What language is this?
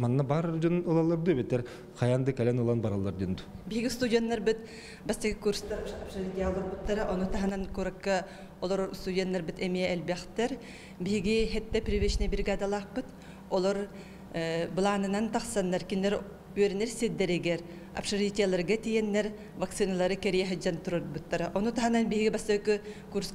Yakut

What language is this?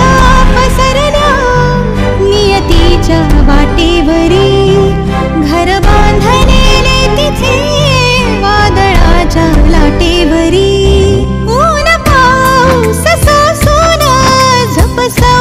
Marathi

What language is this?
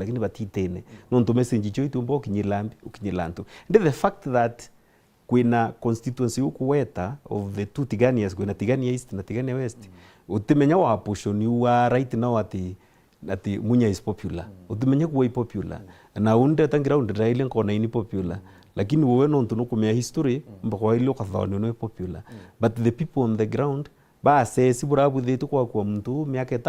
Meru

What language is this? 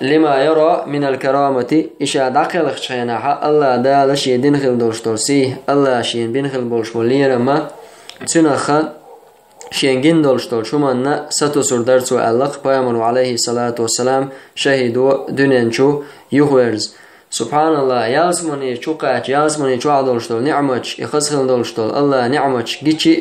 Chechen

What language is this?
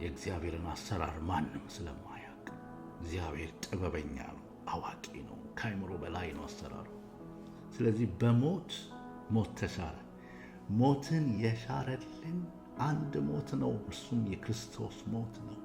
Amharic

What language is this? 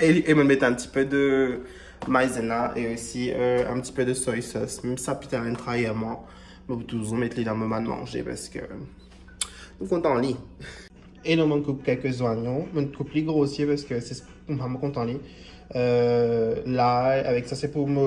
Morisyen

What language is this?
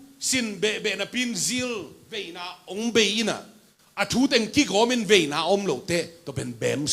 Tedim Chin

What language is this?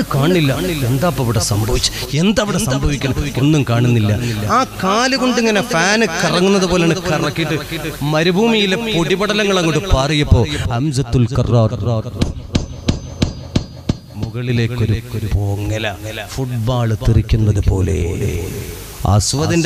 Malayalam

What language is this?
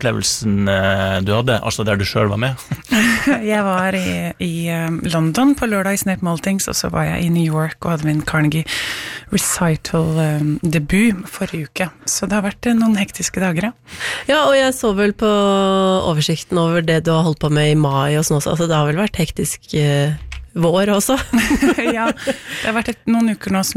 Norwegian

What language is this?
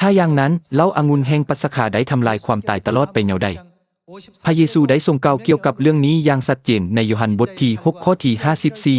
Lao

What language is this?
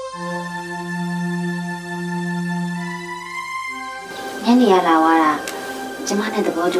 Burmese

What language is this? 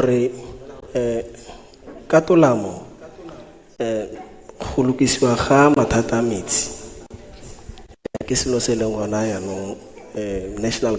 Tswana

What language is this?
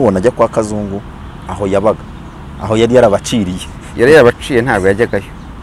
Kinyarwanda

